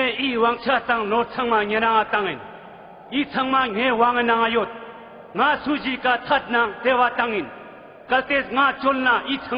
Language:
Ladakhi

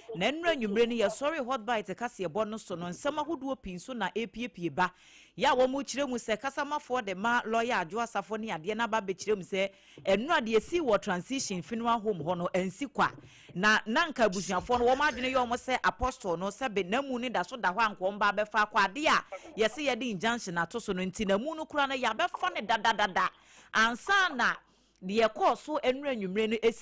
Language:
Akan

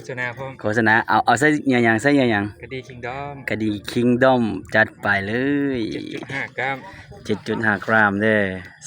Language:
Lao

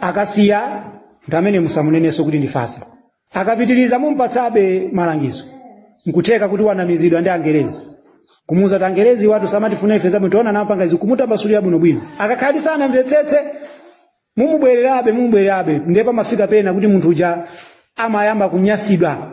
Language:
Nyanja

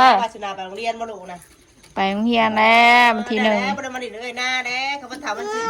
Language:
Northeastern Thai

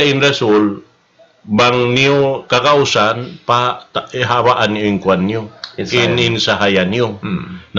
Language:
Tausug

